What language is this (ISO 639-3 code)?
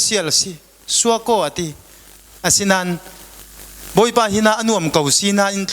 cfm